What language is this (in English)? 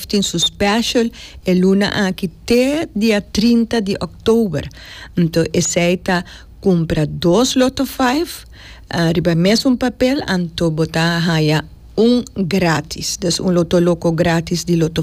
Papiamento